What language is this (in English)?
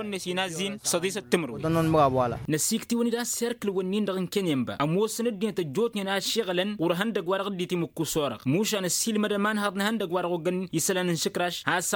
Tamasheq